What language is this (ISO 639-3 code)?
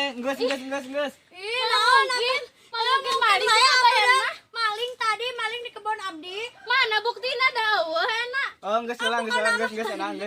sun